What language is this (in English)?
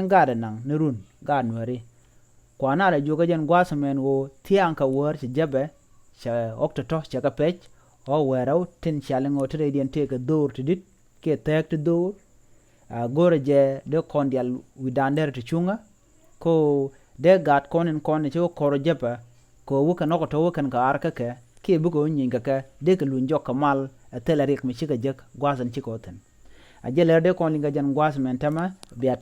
Nuer